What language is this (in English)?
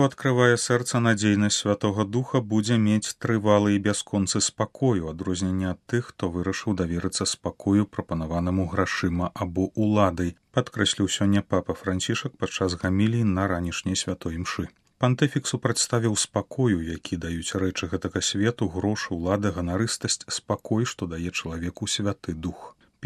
Belarusian